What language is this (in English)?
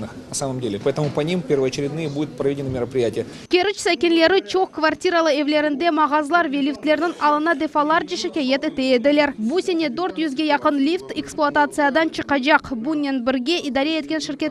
Crimean Tatar